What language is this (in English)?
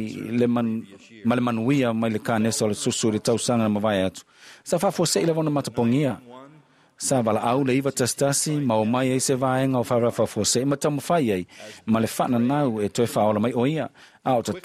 Samoan